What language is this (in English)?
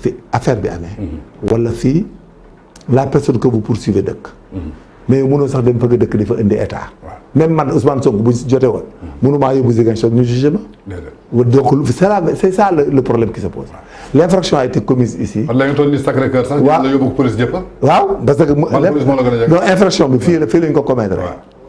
Wolof